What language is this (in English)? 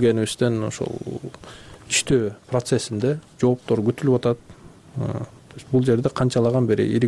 Kyrgyz